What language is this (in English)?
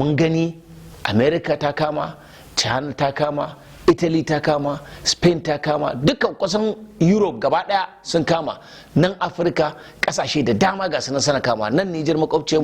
Hausa